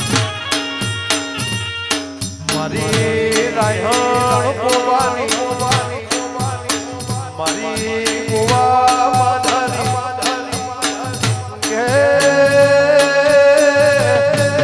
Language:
Gujarati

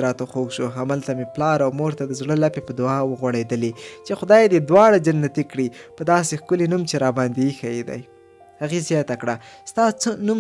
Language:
Pashto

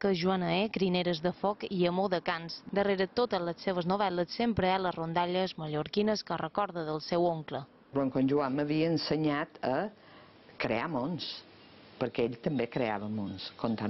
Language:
Catalan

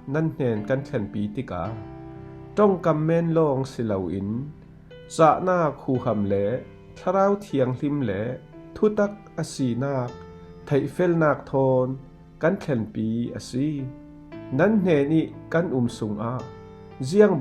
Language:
Falam Chin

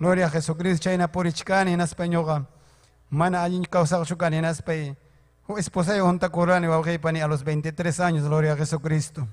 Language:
Ayacucho Quechua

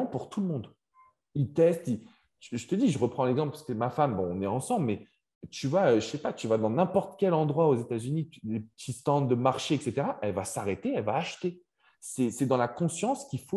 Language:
French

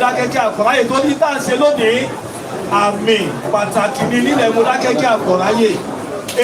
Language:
Yoruba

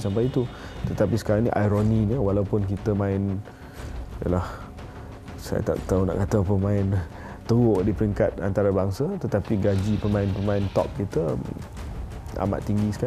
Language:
Malay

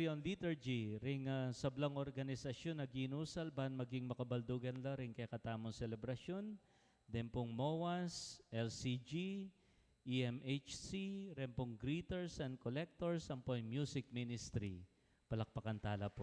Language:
Pampanga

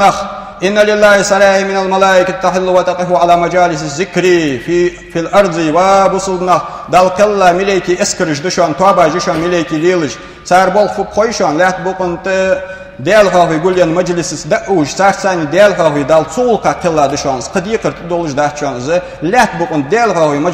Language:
Ingush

